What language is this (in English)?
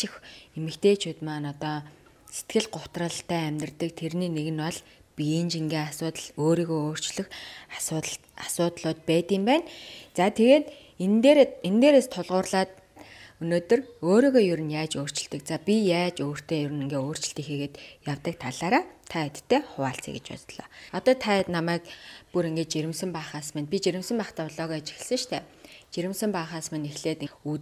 Mongolian